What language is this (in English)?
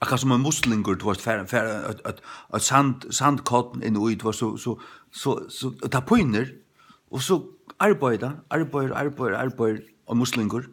Faroese